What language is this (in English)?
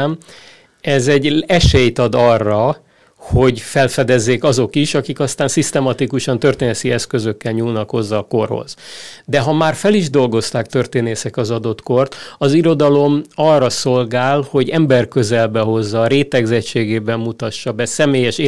Hungarian